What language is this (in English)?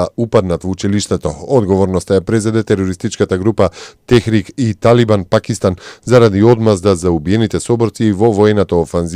Macedonian